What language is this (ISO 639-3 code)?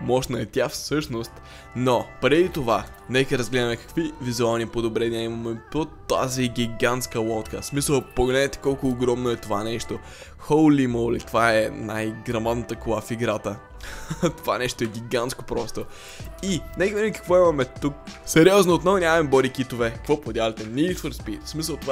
bul